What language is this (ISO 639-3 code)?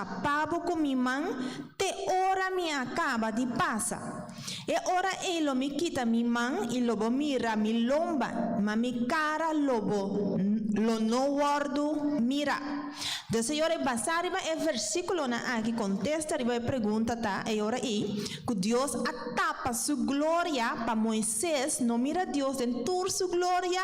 pap